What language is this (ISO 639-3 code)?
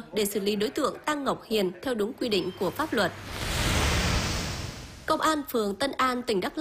vie